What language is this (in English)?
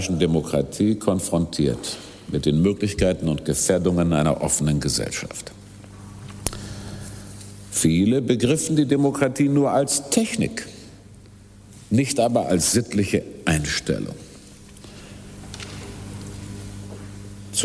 German